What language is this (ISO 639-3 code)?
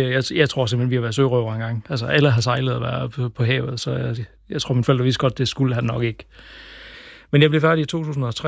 dan